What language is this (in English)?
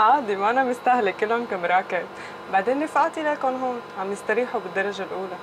North Levantine Arabic